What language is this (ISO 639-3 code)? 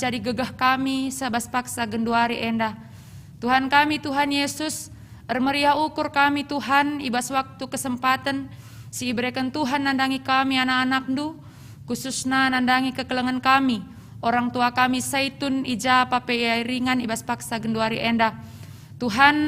btx